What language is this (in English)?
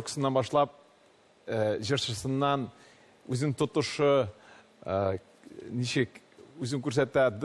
Tatar